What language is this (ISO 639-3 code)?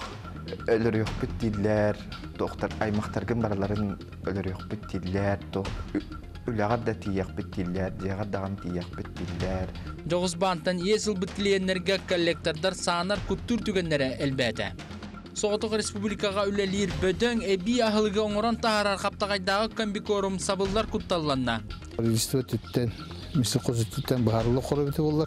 sah